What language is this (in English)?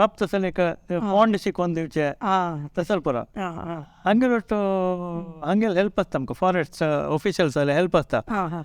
Konkani